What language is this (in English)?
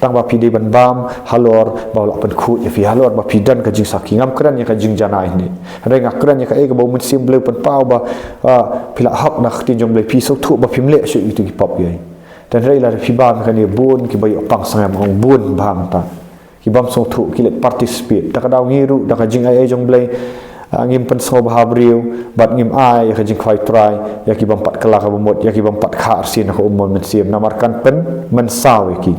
Khasi